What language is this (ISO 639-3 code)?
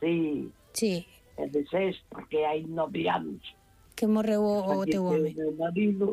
glg